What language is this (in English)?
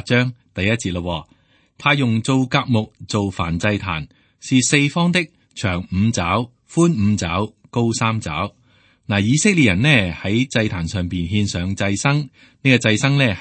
Cantonese